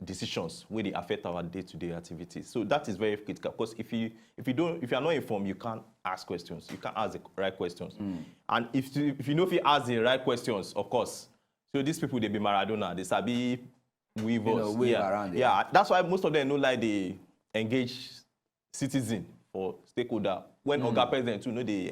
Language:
Nigerian Pidgin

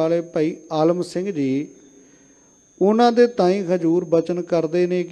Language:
Punjabi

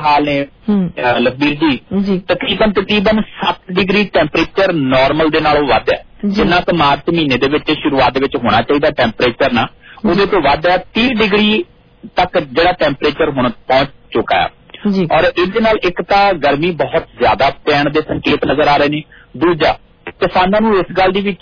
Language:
Punjabi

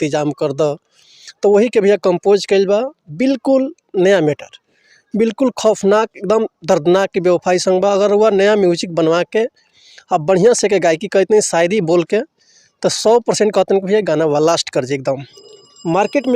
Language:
Bhojpuri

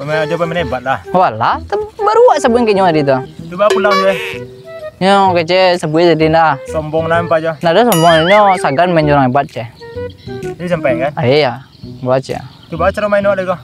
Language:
Minangkabau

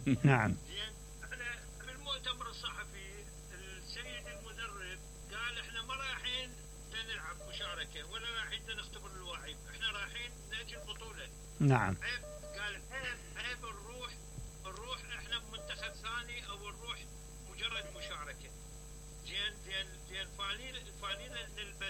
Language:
Mesopotamian Arabic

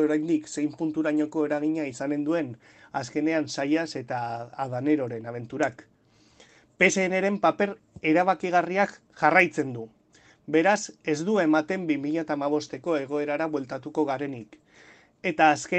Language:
Basque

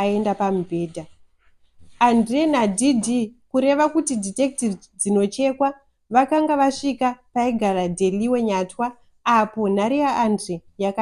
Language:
Shona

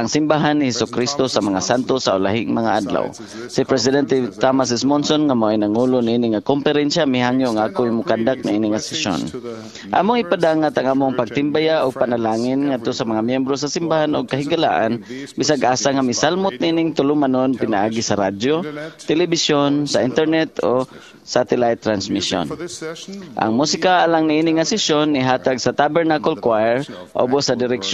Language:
Cebuano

